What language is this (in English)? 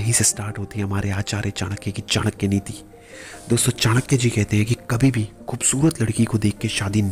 Hindi